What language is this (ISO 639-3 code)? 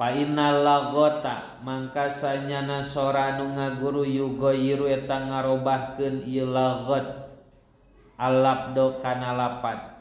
sun